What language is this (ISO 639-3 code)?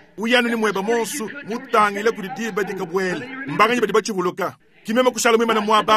lua